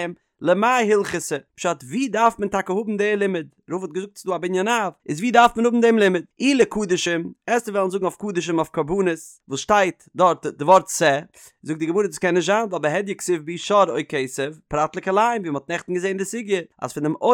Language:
Yiddish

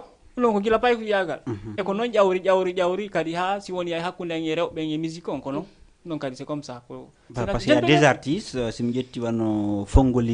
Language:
Fula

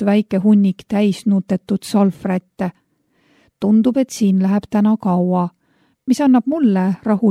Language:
Estonian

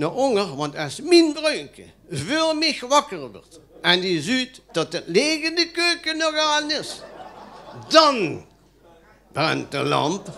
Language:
Limburgish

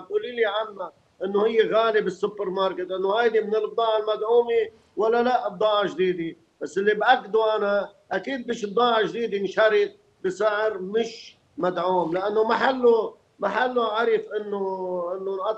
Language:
North Levantine Arabic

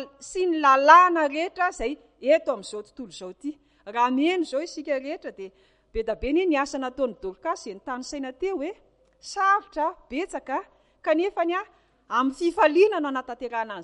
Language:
Malagasy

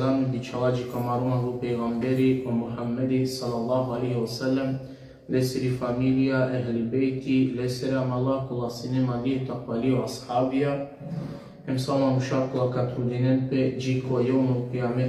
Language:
Balkan Romani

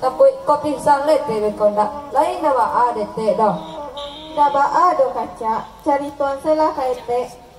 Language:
Minangkabau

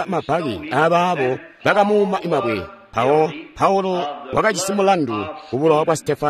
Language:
Tonga (Zambia)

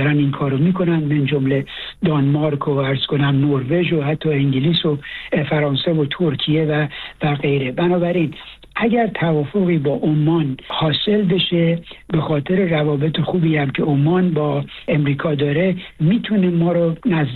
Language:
Persian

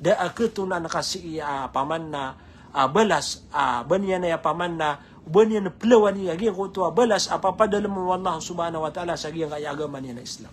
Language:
Maranao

